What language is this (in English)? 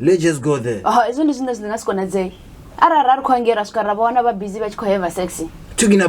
Venda